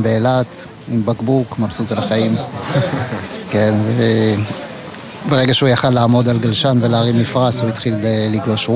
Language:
Hebrew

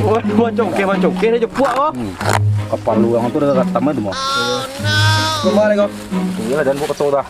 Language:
Minangkabau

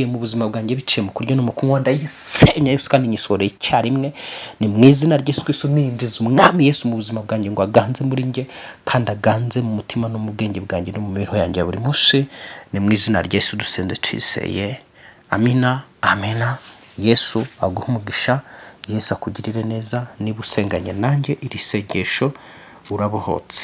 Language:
Kinyarwanda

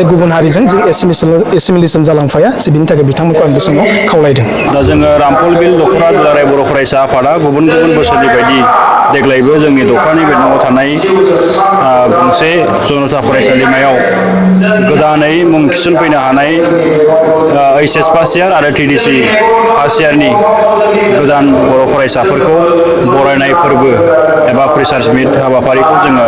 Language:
Bodo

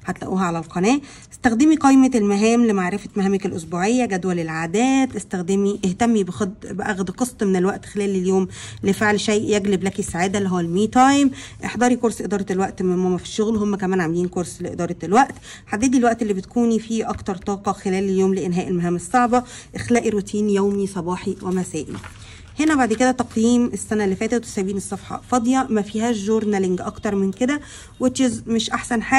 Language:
Egyptian Arabic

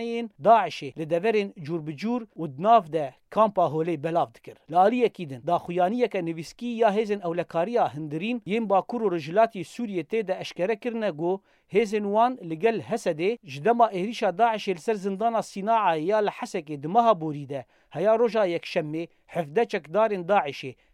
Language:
Kurdish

